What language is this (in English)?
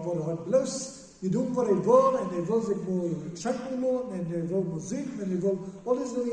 Plautdietsch